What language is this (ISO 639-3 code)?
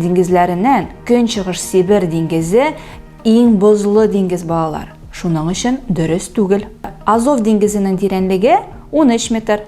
tat